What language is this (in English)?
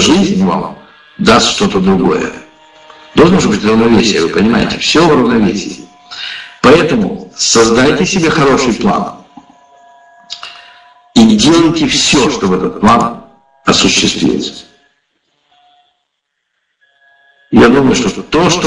Russian